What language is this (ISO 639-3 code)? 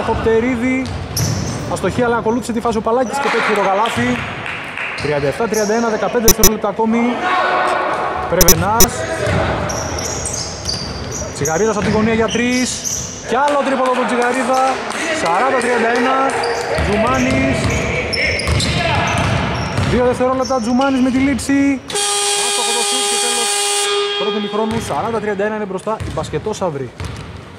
ell